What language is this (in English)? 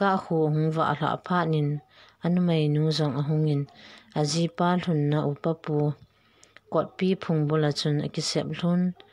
Thado Chin